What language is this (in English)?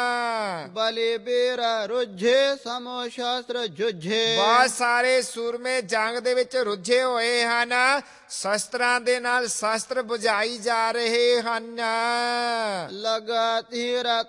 Punjabi